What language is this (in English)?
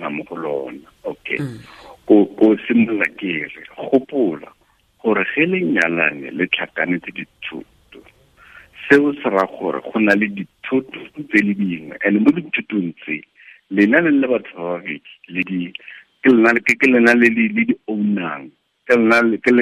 Tswana